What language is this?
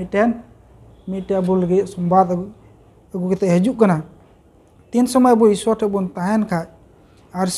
Santali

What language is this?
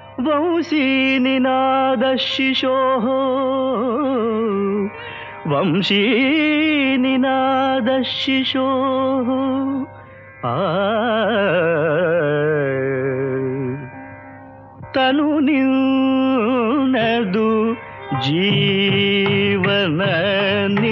Kannada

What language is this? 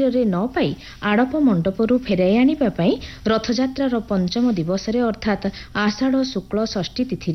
Odia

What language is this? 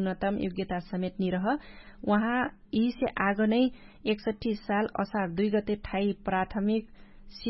Dangaura Tharu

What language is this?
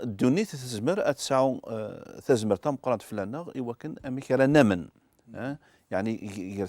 Kabyle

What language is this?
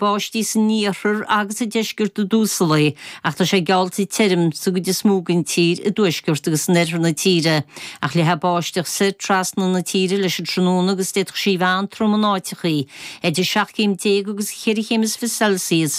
Irish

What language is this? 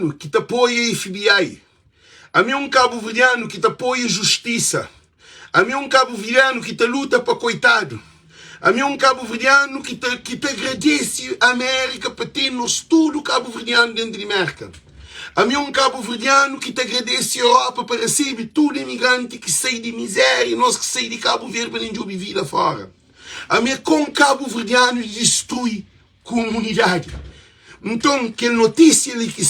Kabuverdianu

